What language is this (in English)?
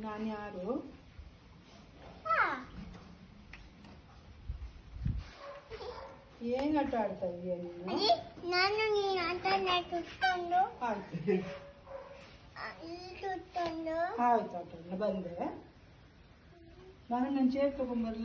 Kannada